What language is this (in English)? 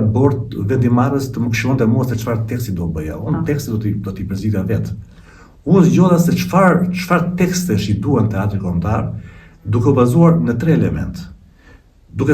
Albanian